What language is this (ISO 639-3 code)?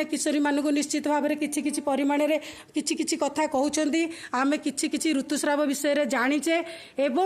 ori